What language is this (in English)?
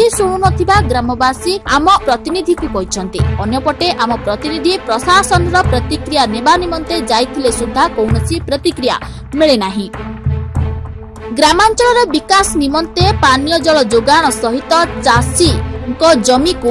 Odia